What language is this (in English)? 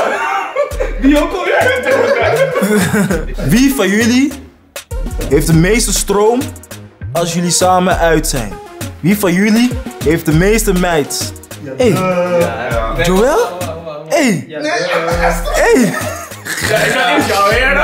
Dutch